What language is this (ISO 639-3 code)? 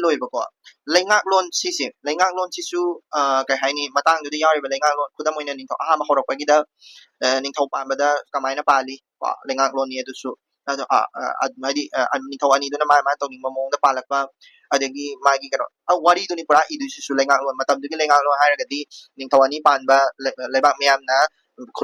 mni